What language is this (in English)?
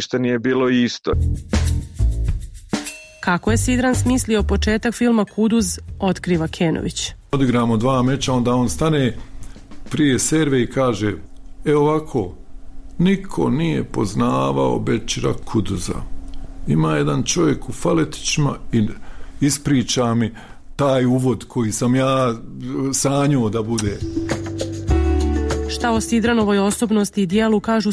Bosnian